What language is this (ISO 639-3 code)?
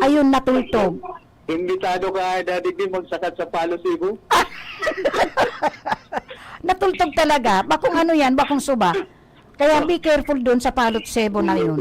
bik